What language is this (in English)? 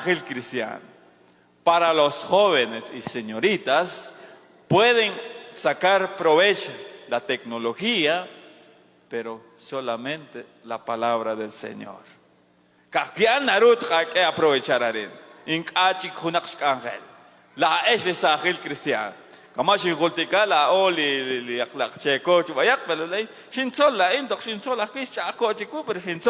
Kekchí